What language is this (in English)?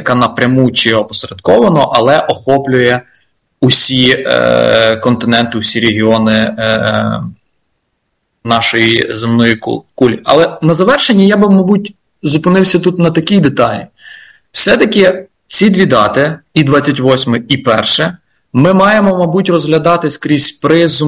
Ukrainian